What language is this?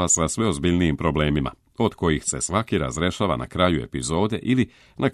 Serbian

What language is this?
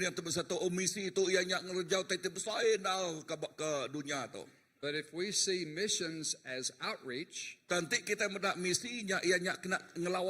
Iban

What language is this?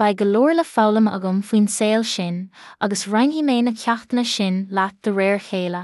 Irish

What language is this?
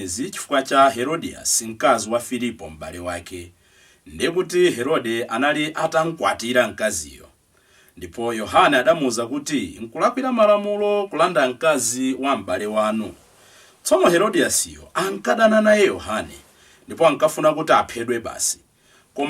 Nyanja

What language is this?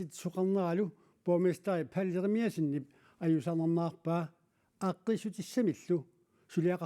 Kalaallisut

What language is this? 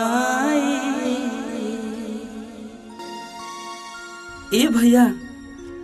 Bhojpuri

